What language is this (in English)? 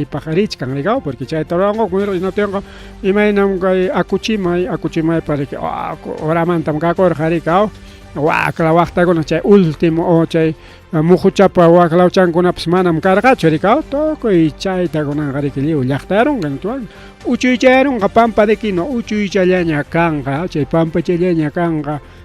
Ayacucho Quechua